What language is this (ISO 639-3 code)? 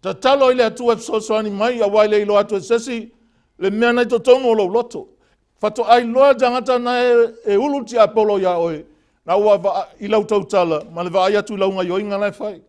smo